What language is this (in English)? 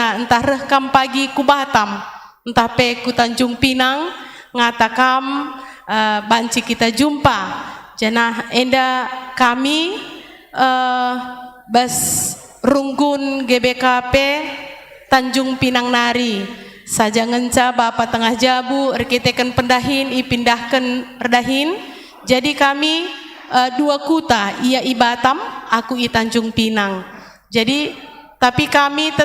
Batak Karo